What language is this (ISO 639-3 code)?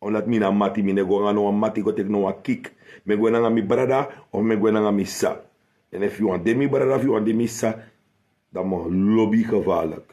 srn